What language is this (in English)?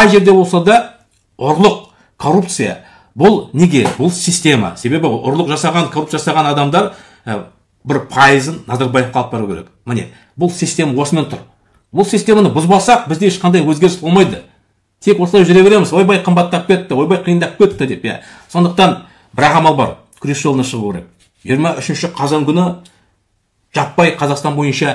Kazakh